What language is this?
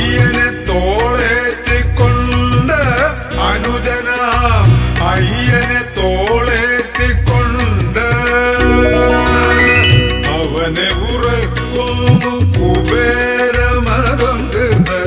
Malayalam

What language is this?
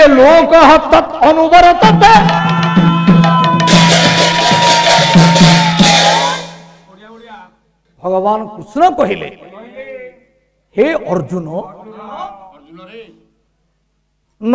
Odia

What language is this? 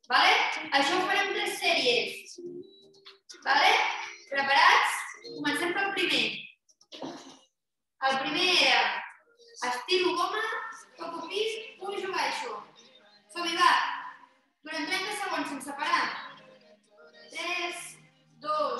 Catalan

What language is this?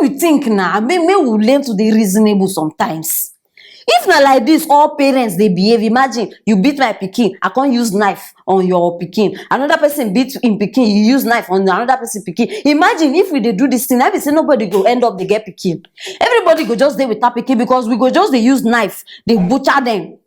Nigerian Pidgin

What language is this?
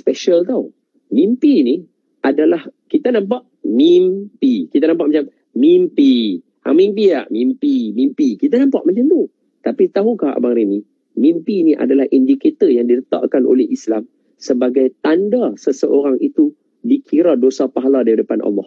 Malay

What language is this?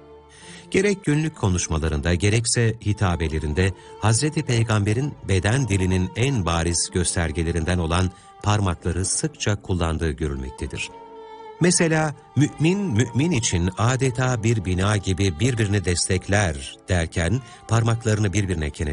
Turkish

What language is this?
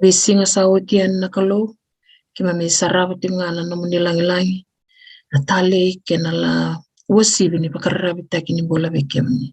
Fijian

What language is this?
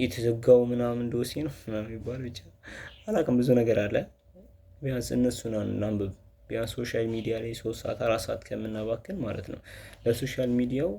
Amharic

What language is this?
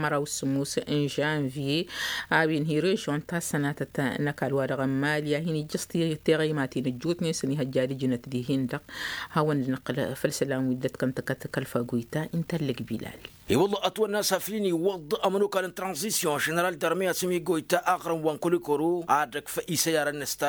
Tamasheq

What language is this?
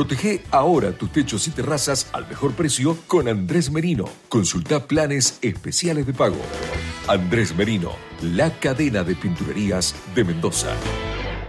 Spanish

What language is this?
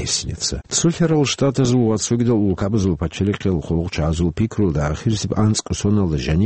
Avaric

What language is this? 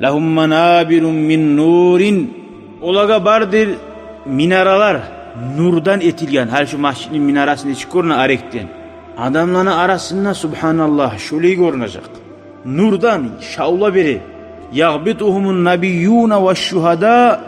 Kumyk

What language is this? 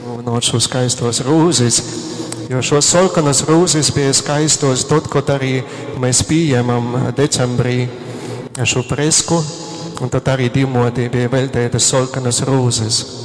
Latgalian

